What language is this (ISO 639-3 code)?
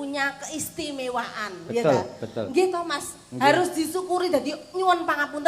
jav